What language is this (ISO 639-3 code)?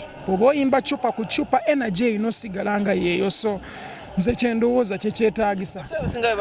lug